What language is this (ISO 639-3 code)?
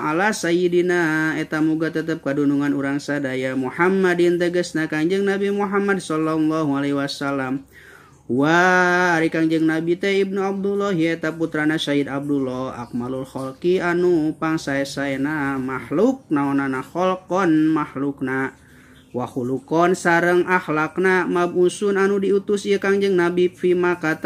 sun